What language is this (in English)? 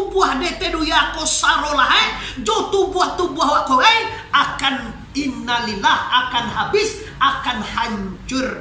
Minangkabau